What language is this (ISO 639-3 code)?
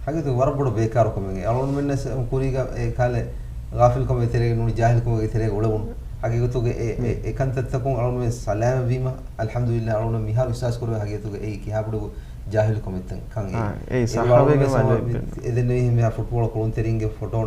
div